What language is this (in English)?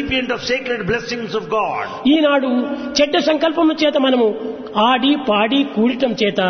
Telugu